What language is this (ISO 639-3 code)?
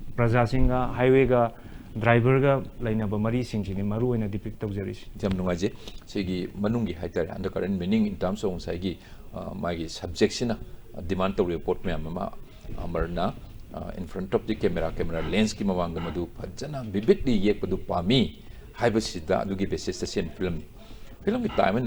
mni